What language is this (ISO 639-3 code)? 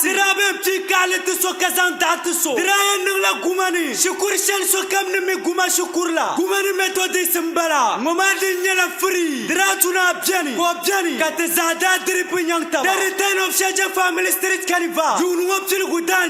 dag